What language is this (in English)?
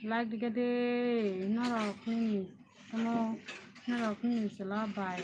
Kok Borok